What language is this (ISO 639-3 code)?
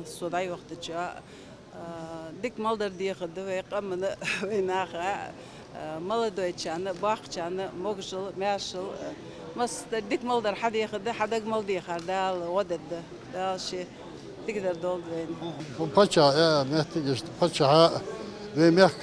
inh